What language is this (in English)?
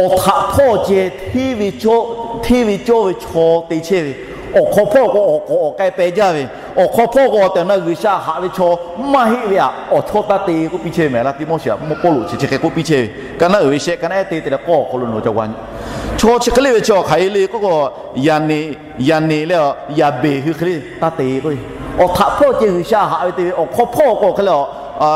Lahu